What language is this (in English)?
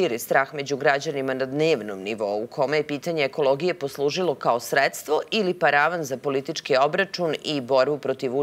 Serbian